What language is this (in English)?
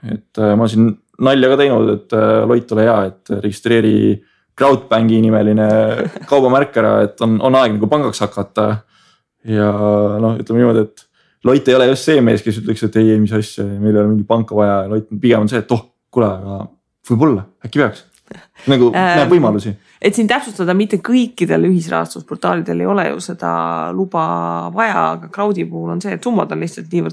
Estonian